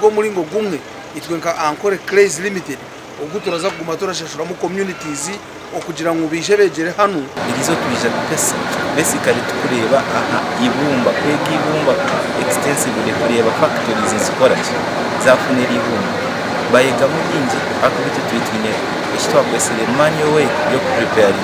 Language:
Nyankole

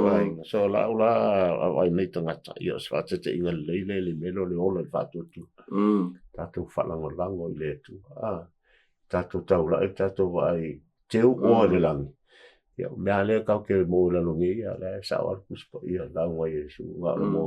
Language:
Samoan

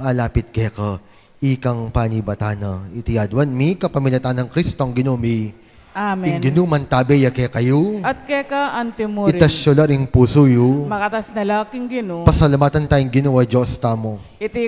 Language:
Pampanga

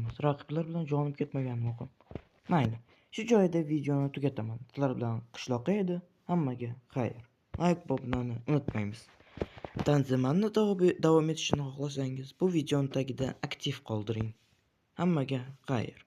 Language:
Uzbek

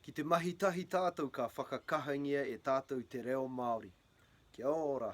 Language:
Māori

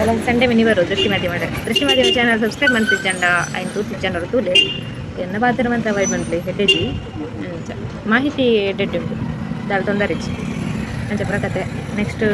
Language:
Tulu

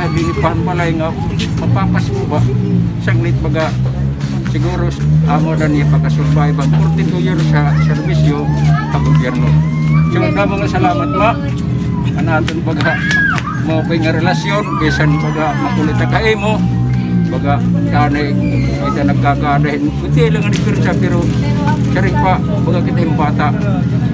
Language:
Waray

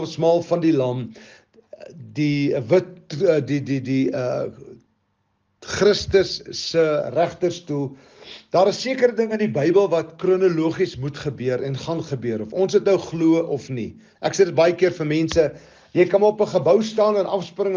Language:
Afrikaans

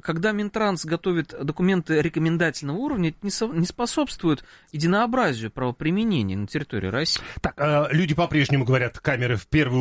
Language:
Russian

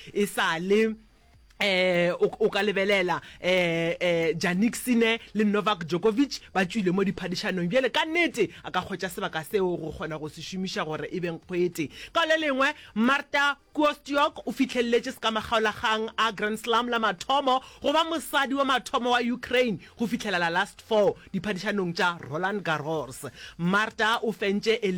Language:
Northern Sotho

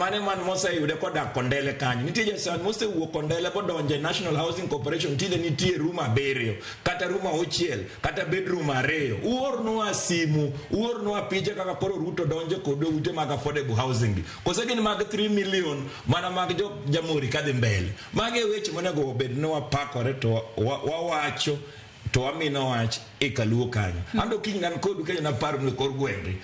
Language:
Luo (Kenya and Tanzania)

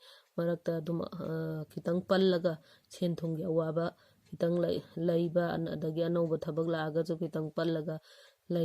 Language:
Manipuri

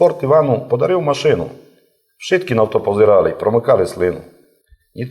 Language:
Rusyn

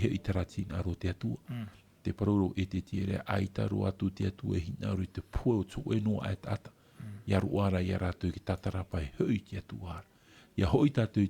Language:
Tahitian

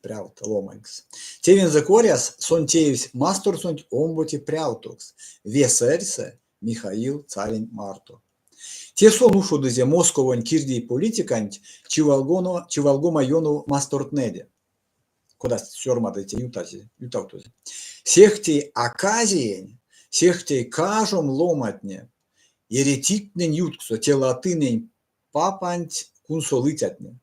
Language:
Erzya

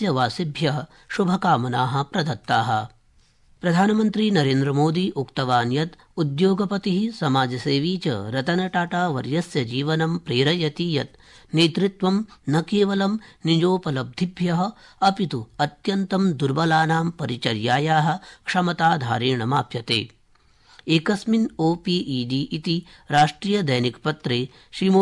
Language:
Sanskrit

